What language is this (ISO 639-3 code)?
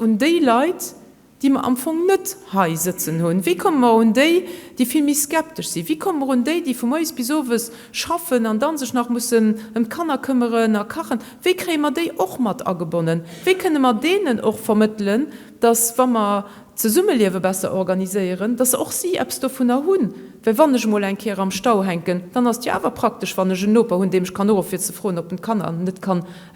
ltz